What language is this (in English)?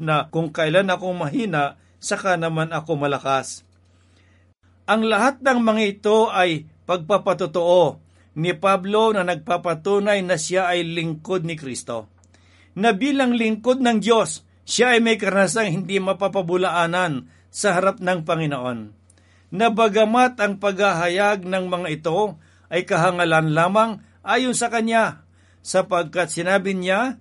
Filipino